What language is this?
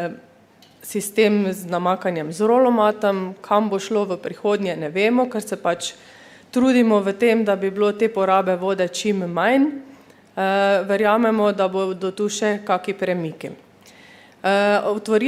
Slovenian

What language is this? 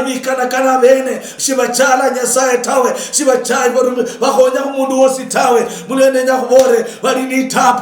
Luyia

